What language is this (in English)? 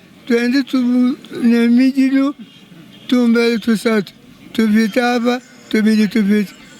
Luba-Lulua